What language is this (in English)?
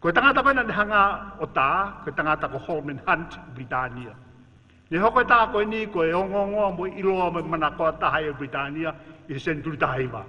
Tongan